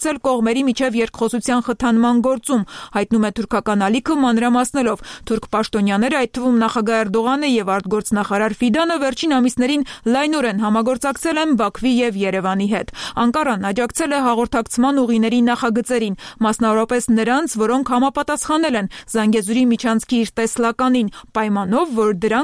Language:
Armenian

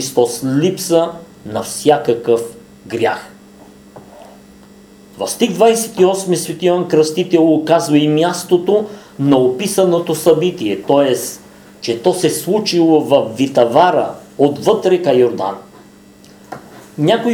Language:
Bulgarian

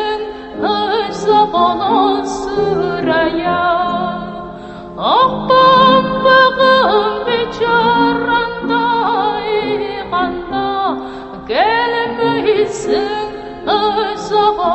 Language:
Tatar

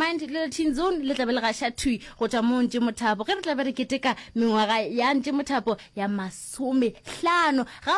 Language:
Northern Sotho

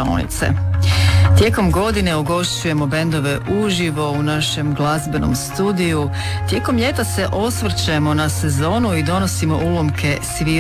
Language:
Croatian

